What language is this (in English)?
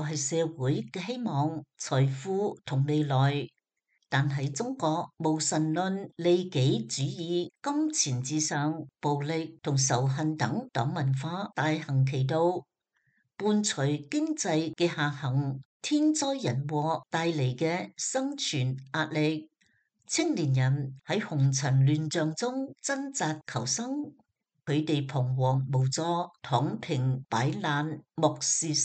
Cantonese